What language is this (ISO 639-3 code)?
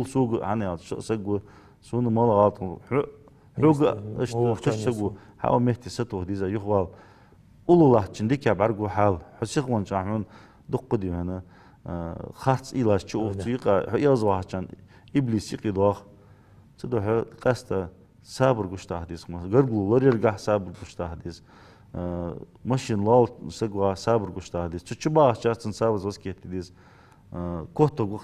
inh